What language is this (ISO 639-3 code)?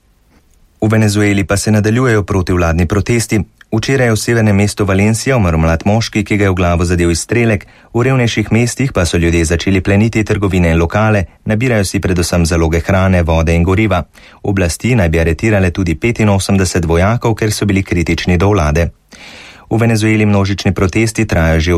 slv